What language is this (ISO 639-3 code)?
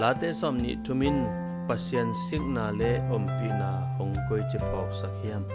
ctd